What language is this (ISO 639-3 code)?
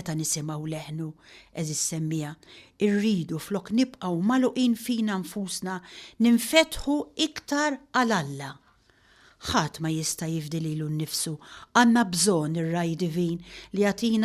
mlt